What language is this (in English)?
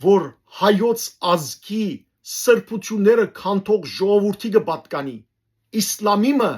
Western Armenian